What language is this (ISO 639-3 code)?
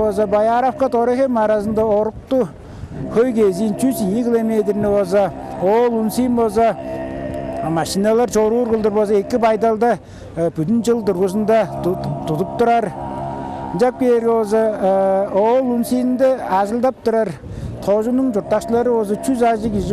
tyv